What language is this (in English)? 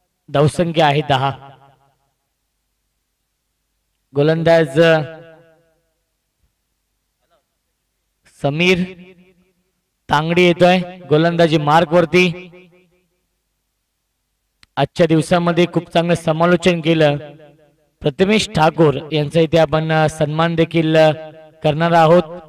Marathi